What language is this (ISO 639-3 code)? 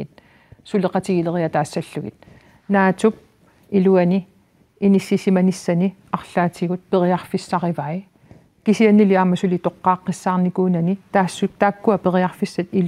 kal